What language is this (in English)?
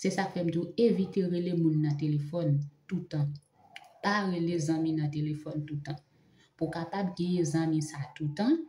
Haitian Creole